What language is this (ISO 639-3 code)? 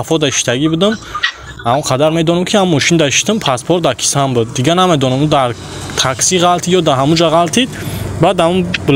tgk